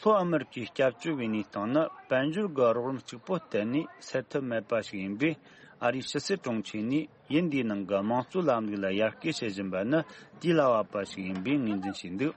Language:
Tibetan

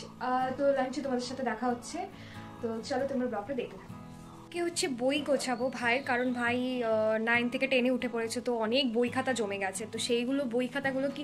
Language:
Bangla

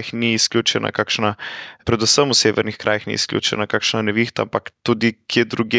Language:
Slovenian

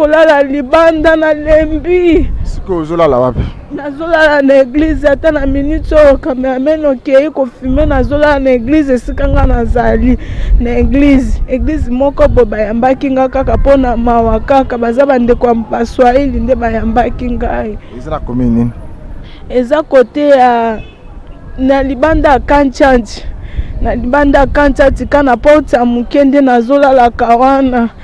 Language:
Lingala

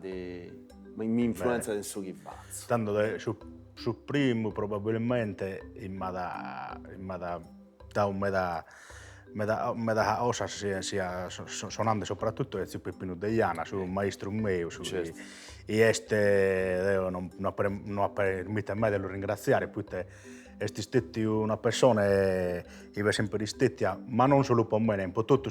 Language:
Sardinian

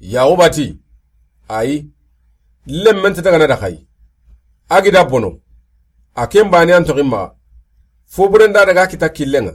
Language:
Soninke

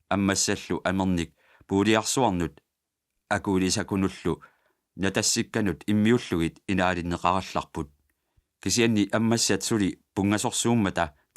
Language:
Kalaallisut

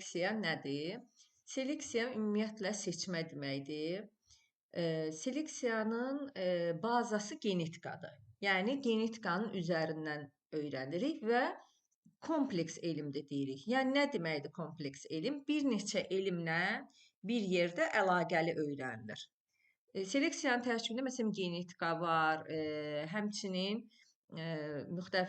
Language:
Azerbaijani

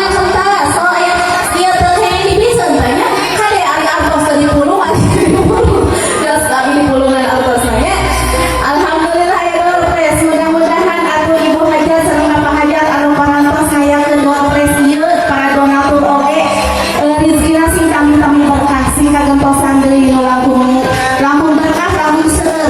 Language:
Sundanese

